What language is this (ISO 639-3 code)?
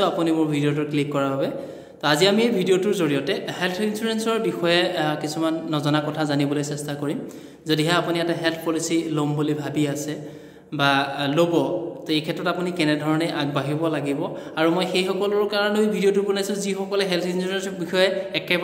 asm